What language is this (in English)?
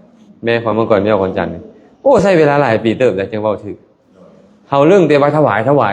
Lao